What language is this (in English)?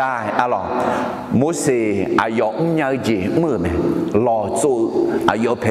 Akha